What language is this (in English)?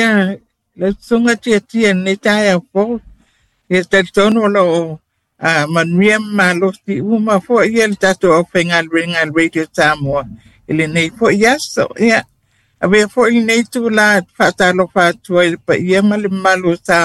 Samoan